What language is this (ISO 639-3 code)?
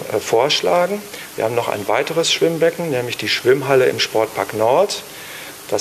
deu